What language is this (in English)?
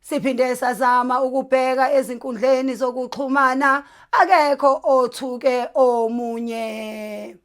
Zulu